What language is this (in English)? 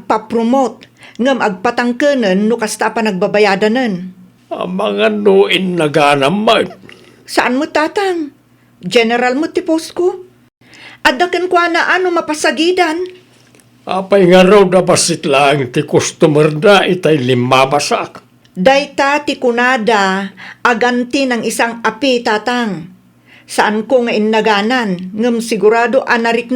Iloko